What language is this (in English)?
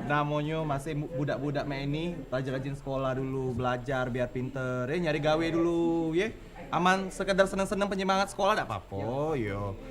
Musi